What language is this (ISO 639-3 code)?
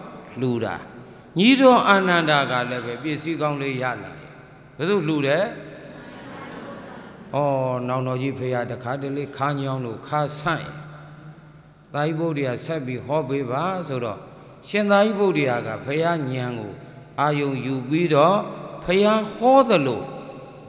mya